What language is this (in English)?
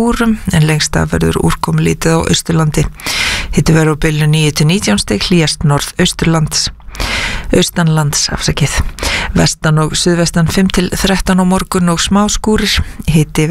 Icelandic